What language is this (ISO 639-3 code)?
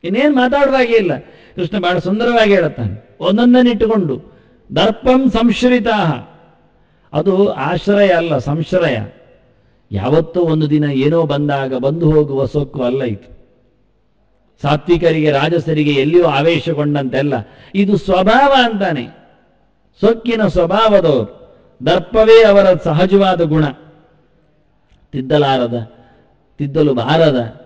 kan